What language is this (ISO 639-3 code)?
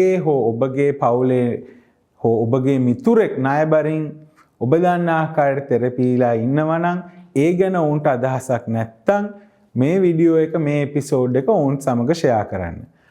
sin